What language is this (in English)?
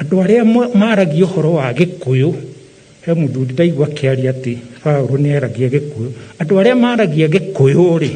Kikuyu